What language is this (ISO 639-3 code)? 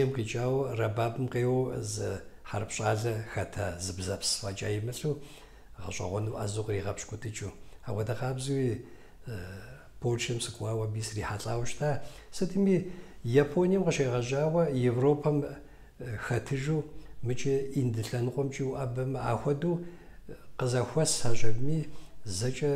kbd